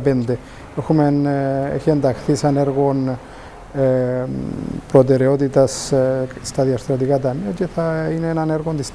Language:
Greek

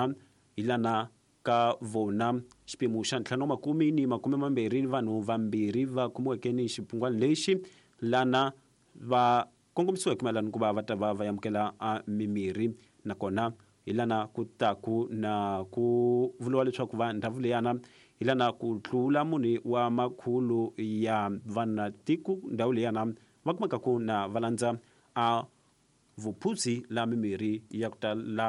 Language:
Tsonga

